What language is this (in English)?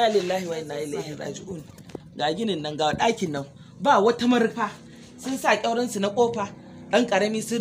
Hausa